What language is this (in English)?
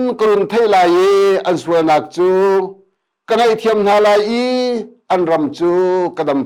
Hakha Chin